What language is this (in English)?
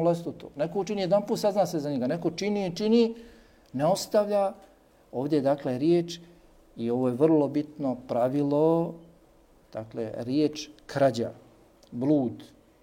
Bosnian